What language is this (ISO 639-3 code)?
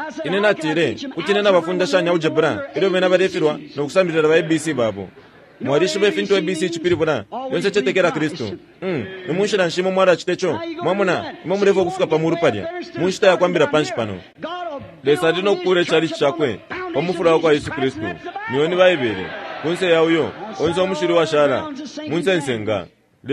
bem